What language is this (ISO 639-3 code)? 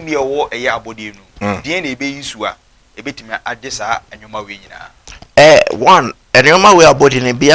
aka